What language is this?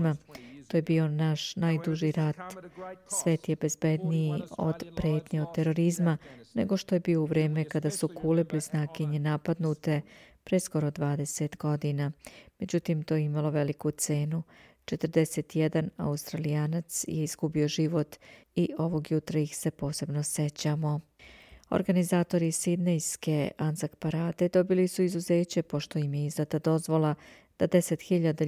Croatian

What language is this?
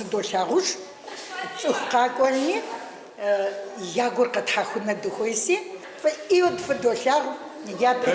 Kabardian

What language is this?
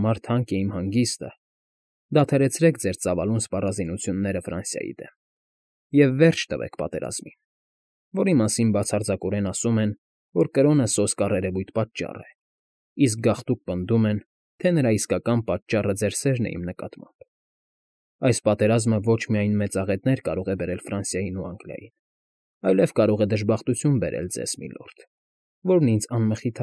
Armenian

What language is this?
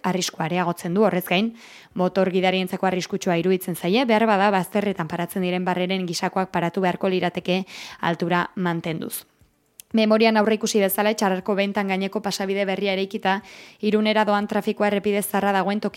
Basque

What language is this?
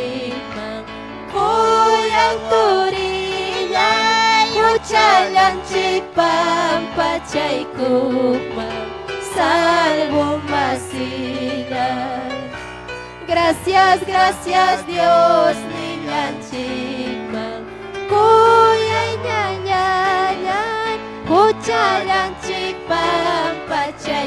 Ayacucho Quechua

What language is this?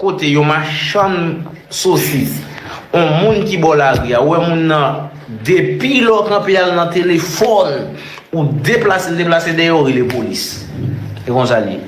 Haitian Creole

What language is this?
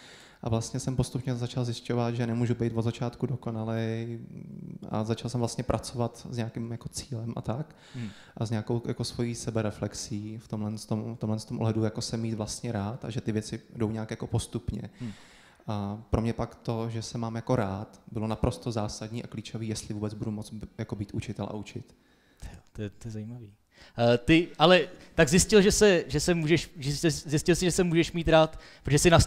Czech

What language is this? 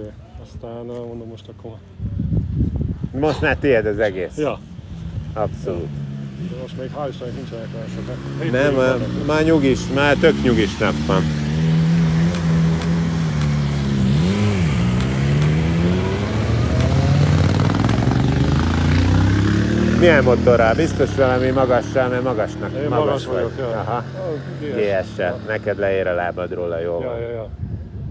Hungarian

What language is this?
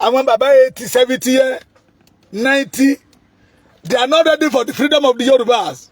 Yoruba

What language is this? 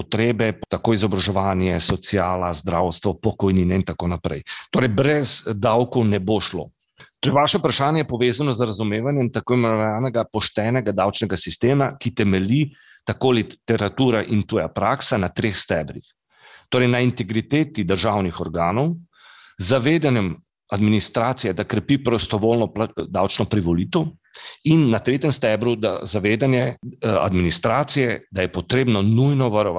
Slovenian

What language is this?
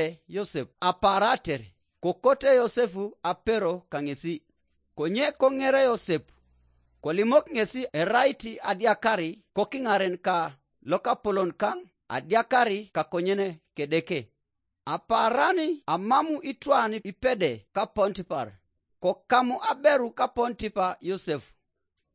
Teso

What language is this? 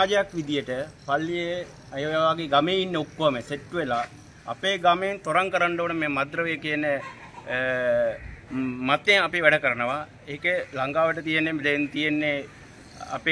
Sinhala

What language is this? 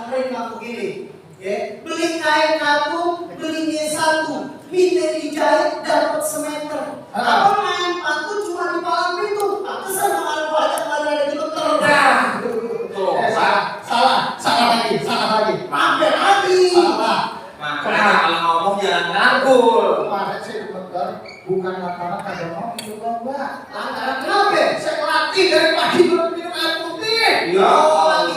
Betawi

